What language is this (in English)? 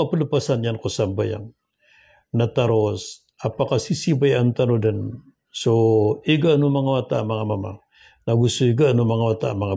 Maranao